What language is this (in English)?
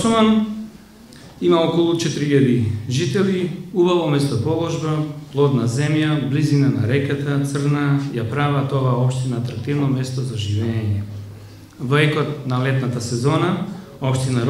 Macedonian